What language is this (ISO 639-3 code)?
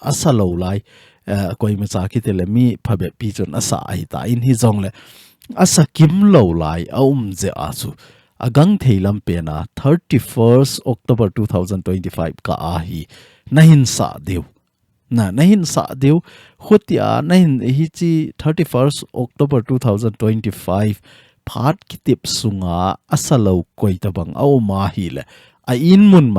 tcz